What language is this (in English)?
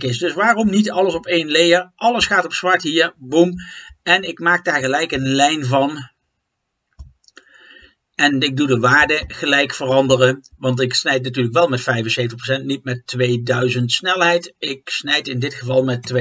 Dutch